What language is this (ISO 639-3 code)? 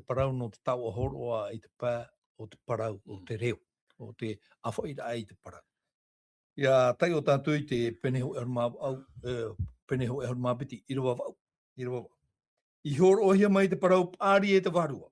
tah